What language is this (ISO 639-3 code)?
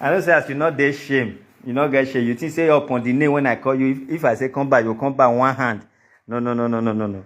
pcm